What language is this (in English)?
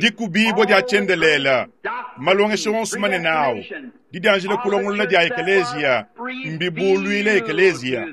Luba-Lulua